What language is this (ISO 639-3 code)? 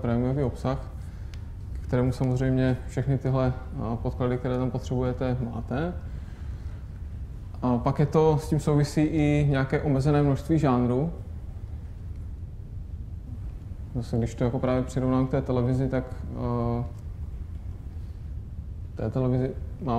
ces